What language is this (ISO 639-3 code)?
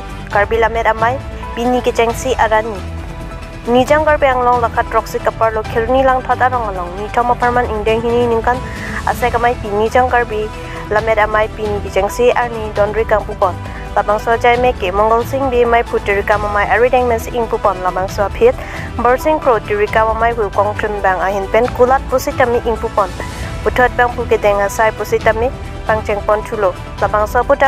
mjw